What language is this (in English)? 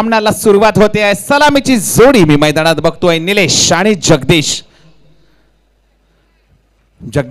Marathi